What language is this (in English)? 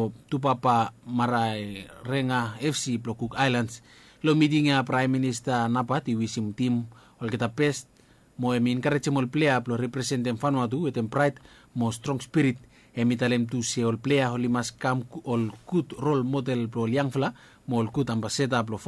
Bislama